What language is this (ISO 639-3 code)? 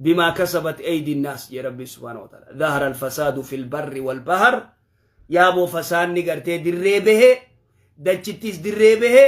orm